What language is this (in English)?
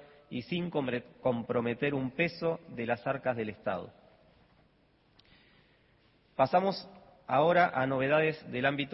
Spanish